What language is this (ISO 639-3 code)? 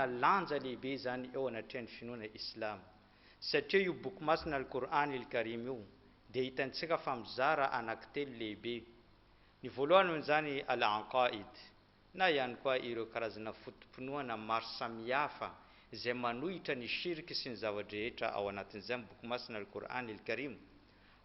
mlg